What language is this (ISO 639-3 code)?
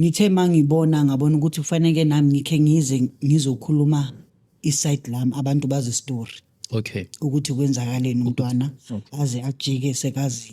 zul